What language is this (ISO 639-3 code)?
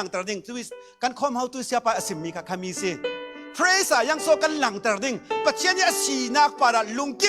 cfm